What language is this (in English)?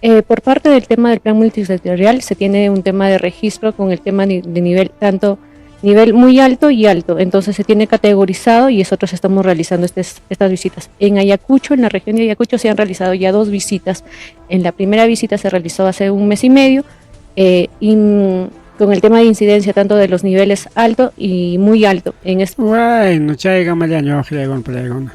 Ayacucho Quechua